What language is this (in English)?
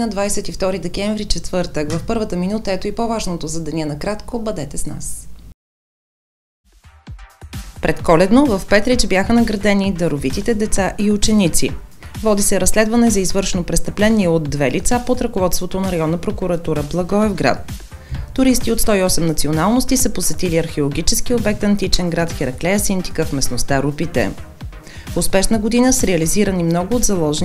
Bulgarian